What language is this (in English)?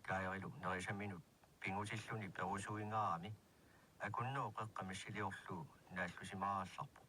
Kalaallisut